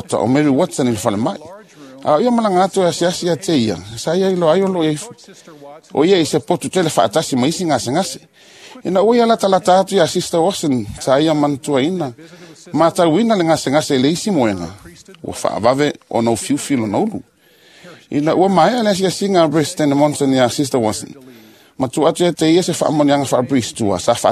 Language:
Samoan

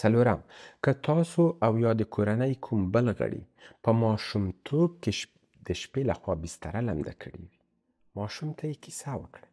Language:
Pashto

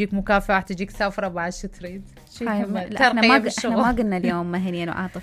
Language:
Mesopotamian Arabic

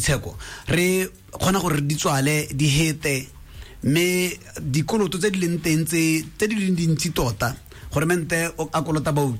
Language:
Tswana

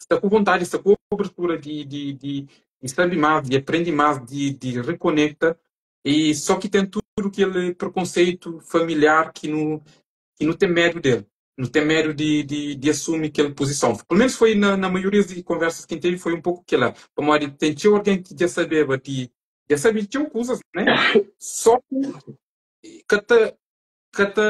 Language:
Kabuverdianu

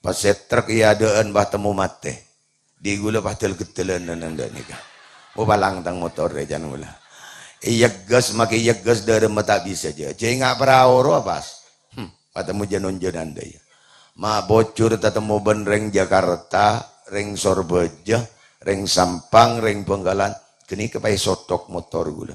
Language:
Madurese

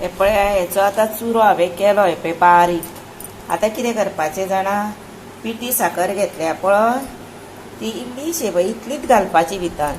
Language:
Konkani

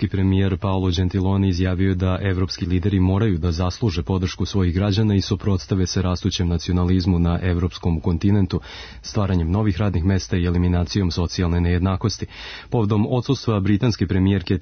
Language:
Serbian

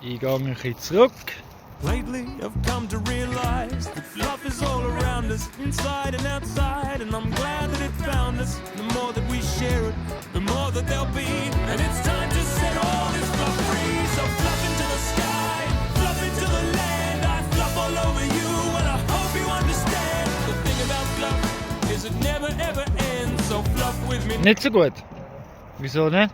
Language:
Swiss German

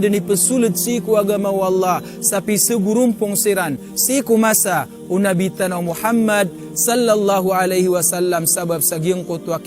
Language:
Maranao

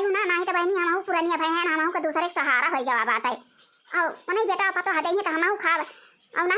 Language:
Awadhi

